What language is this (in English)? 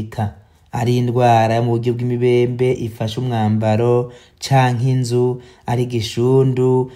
Rundi